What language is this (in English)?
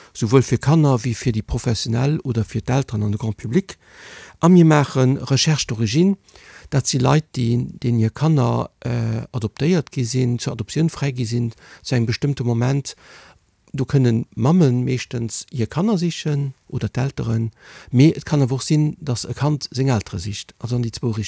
Luxembourgish